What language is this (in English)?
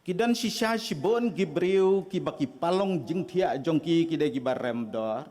Khasi